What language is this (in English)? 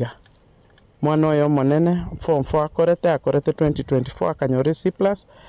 Gusii